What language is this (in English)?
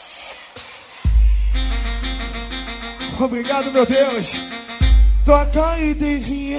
Portuguese